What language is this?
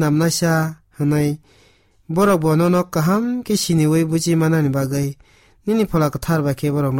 Kok Borok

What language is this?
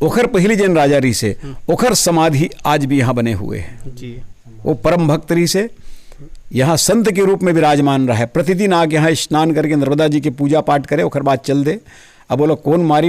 Chhattisgarhi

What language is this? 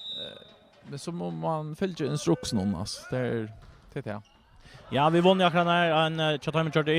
Faroese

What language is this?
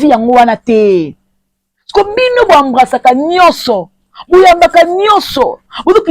Lingala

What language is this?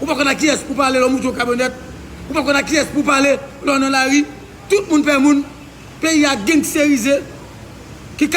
Haitian Creole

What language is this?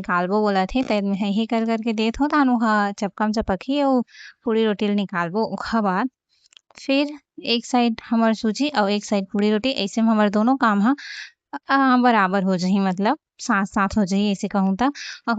Chhattisgarhi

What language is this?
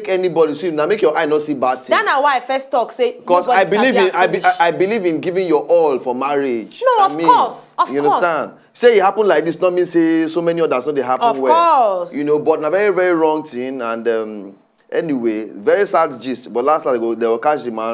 Nigerian Pidgin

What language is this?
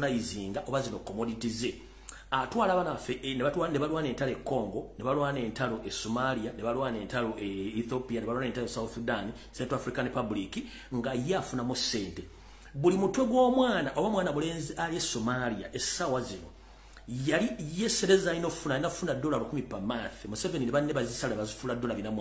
Ganda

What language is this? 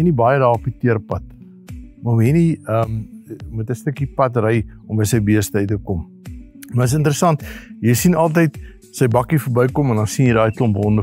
Afrikaans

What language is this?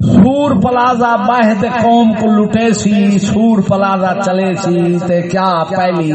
Saraiki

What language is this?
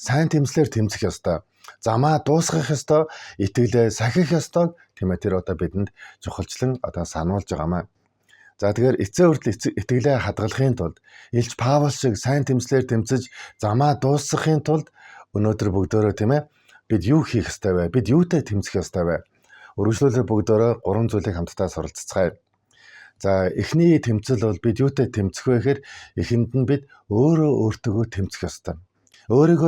Mongolian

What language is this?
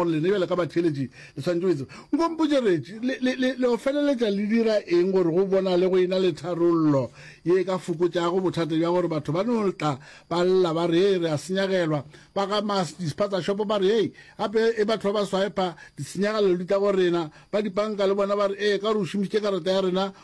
Northern Sotho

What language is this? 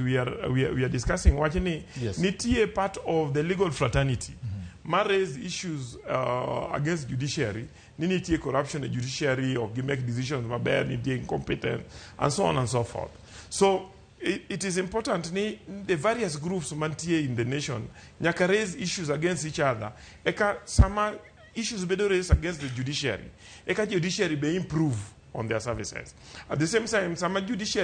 Luo (Kenya and Tanzania)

